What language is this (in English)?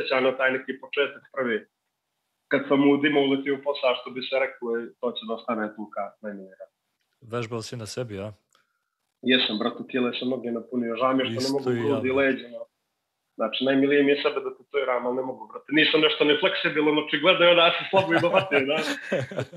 Serbian